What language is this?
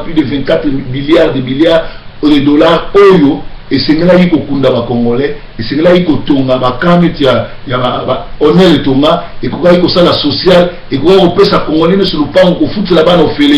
Lingala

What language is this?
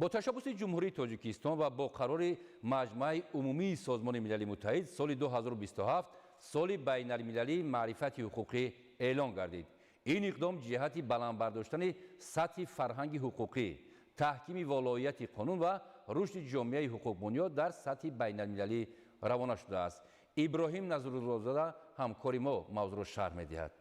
Tajik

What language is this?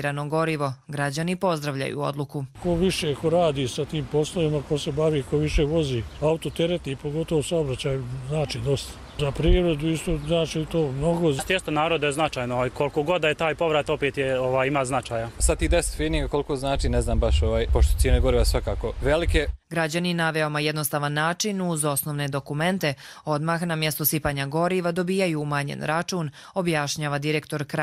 Croatian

